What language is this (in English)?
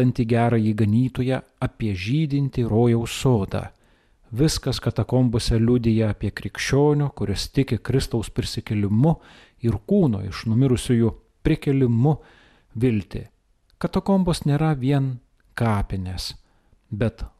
Lithuanian